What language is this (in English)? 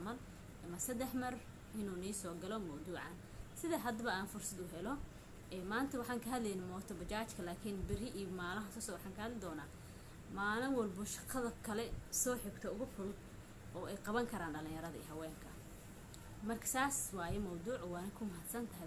Somali